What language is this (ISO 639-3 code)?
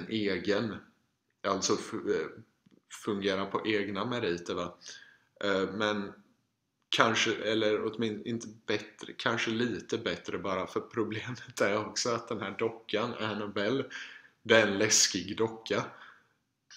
swe